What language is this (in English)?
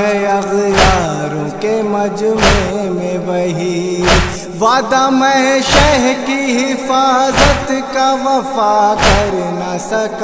Urdu